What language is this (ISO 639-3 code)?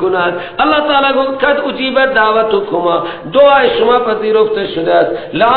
fas